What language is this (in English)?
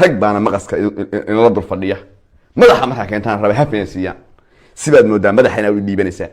Somali